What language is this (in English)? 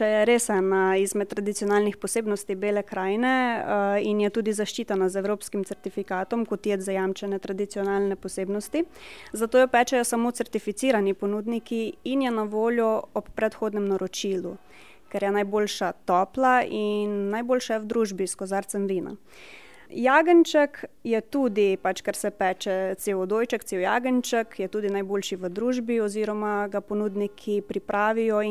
Slovenian